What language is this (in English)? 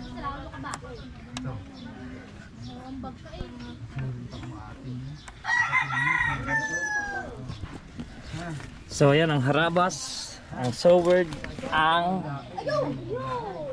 Filipino